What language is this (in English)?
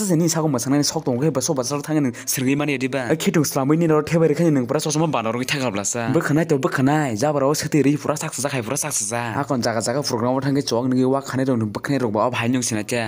Kok Borok